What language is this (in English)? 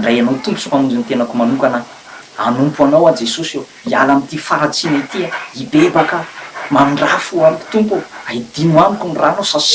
Malagasy